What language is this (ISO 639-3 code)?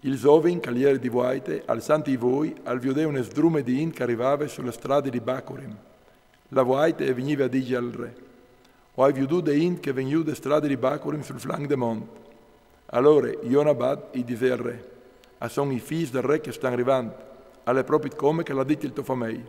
fur